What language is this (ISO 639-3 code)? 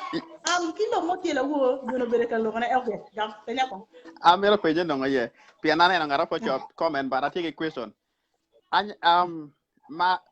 ach